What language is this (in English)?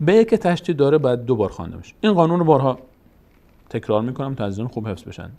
Persian